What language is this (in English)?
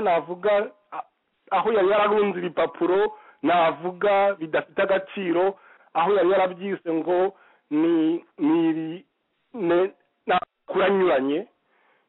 Kinyarwanda